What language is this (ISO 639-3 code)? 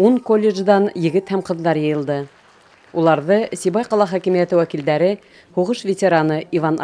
bak